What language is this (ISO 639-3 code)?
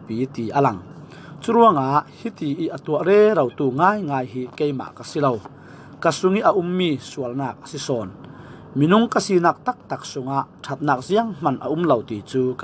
cfm